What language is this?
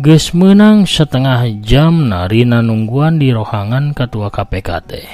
Sundanese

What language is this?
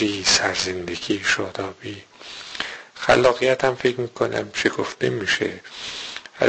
Persian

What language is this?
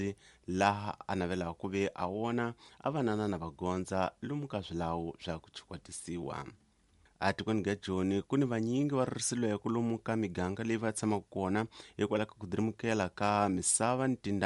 Tsonga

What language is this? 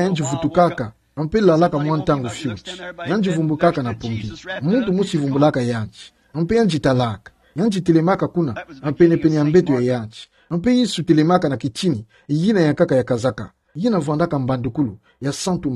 Kituba (Democratic Republic of Congo)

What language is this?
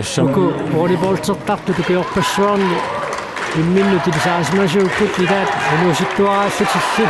Kalaallisut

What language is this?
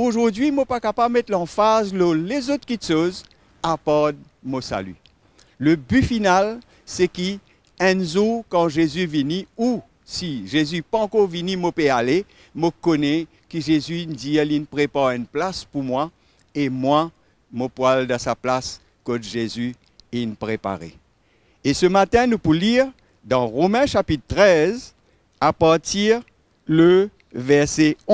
Morisyen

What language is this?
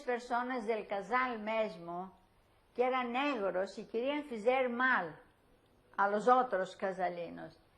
Ladino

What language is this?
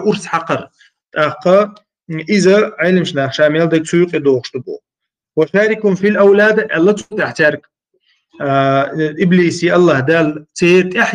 Chechen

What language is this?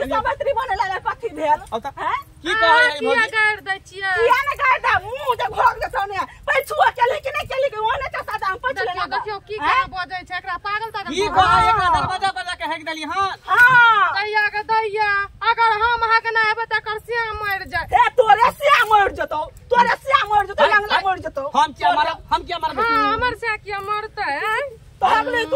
Maithili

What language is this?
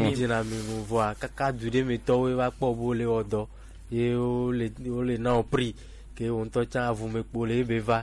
Gen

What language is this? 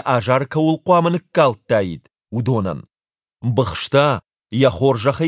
Ossetic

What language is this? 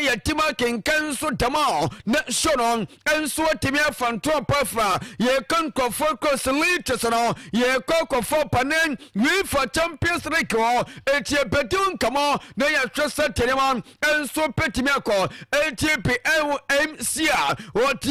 Akan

